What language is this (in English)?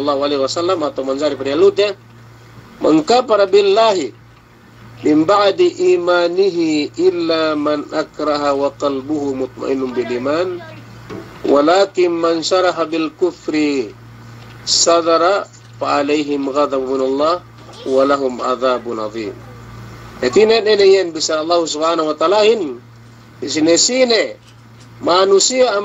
Yakan